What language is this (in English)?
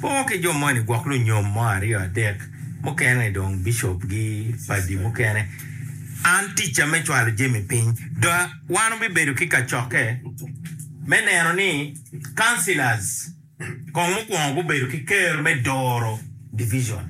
Acoli